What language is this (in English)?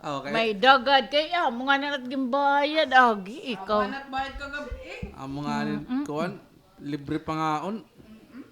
Waray